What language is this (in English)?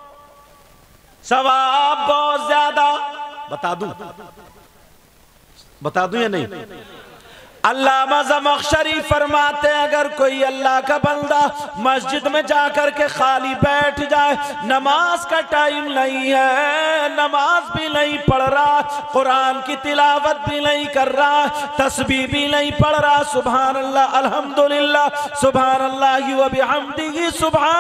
Urdu